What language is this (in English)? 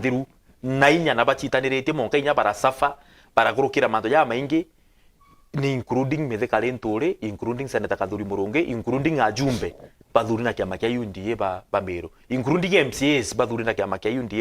Meru